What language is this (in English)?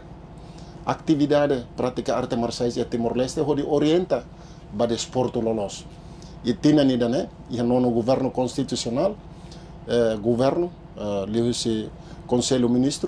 Tetum